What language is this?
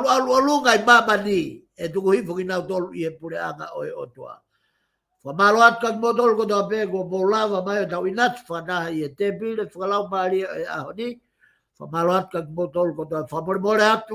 Tongan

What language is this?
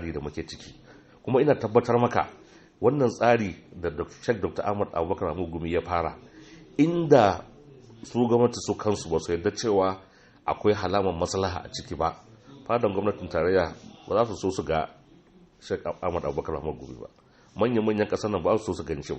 Hausa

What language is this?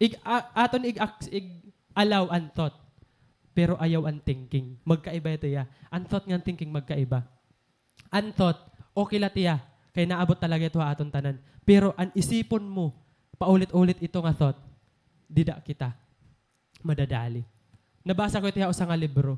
Waray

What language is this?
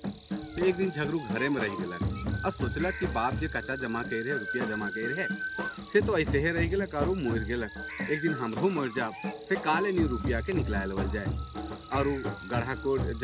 Sadri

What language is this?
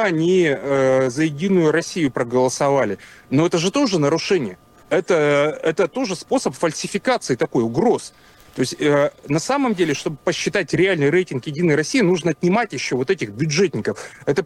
Russian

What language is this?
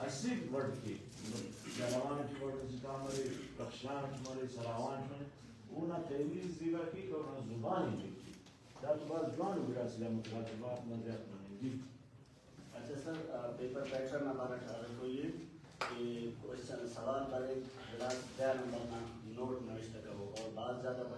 Brahui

